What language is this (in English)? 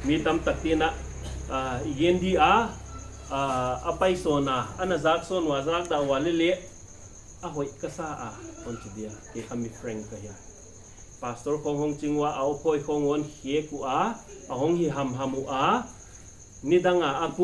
Paite Chin